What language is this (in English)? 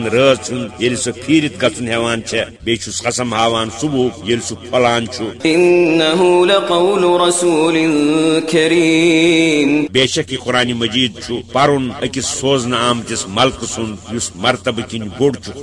Kashmiri